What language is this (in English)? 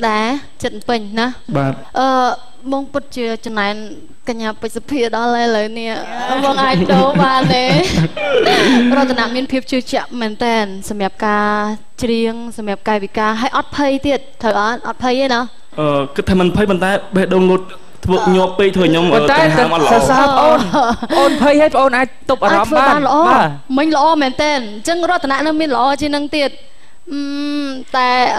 Khmer